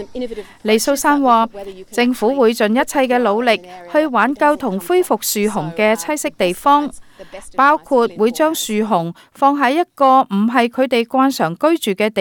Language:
Cantonese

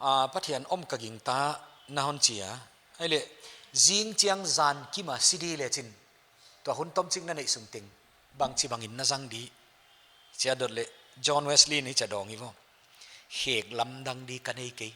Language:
Paite Chin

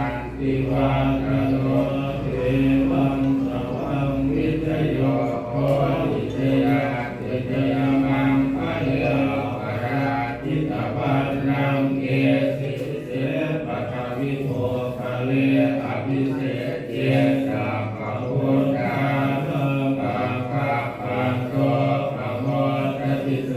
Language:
Pali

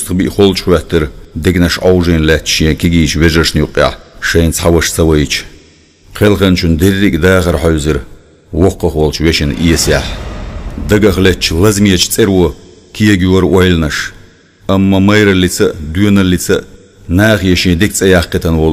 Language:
Chechen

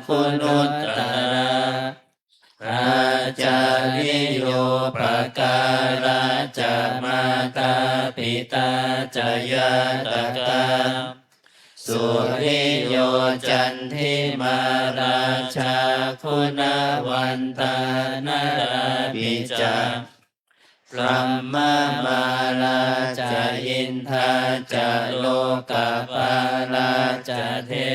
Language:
Pali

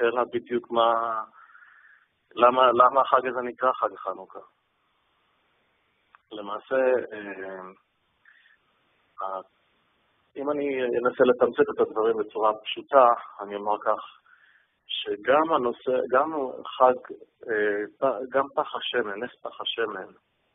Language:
Hebrew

